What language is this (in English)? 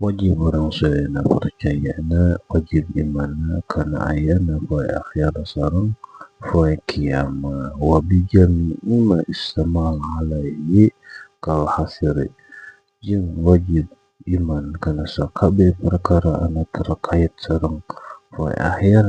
Sundanese